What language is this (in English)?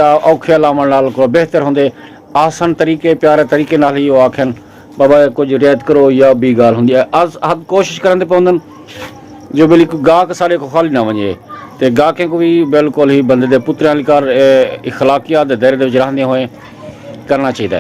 Saraiki